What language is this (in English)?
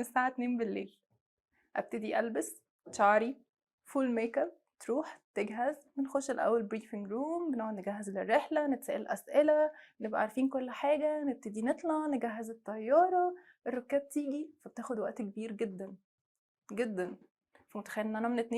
Egyptian Arabic